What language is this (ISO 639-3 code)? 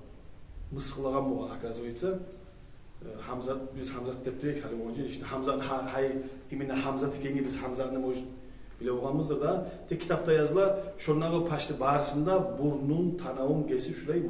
kum